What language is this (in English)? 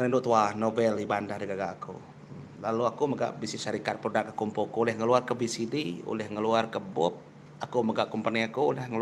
Iban